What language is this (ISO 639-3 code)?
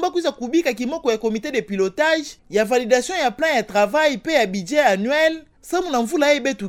ktu